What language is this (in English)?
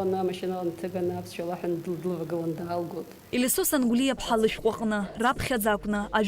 Abkhazian